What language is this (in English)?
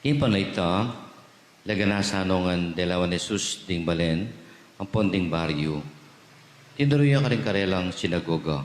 Pampanga